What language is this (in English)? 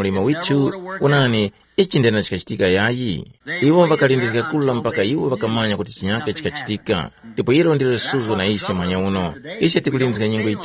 Tumbuka